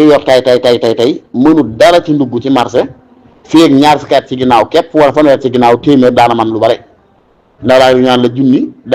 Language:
Wolof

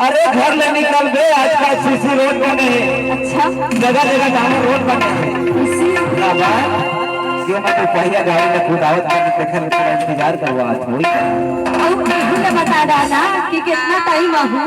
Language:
Chhattisgarhi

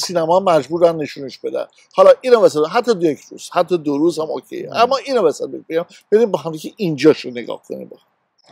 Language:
Persian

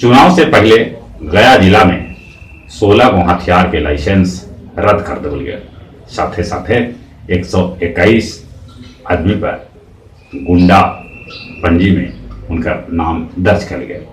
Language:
Magahi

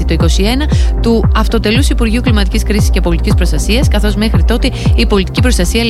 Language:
Greek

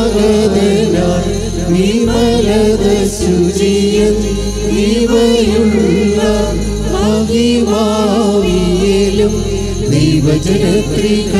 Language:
Malayalam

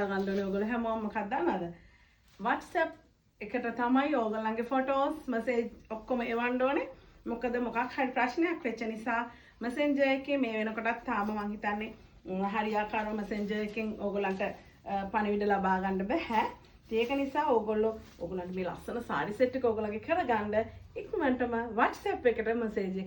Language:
Sinhala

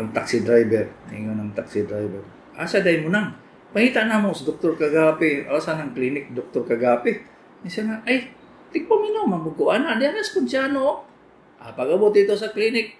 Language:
Cebuano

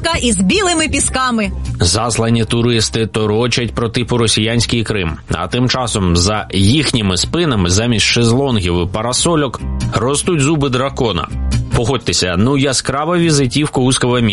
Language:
Ukrainian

